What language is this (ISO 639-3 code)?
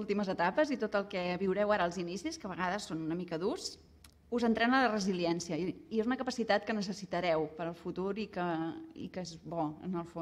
cat